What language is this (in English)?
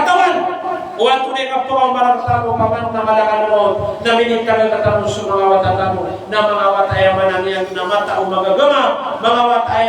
Maranao